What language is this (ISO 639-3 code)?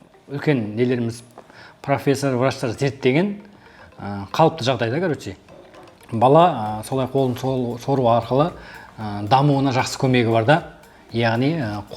kaz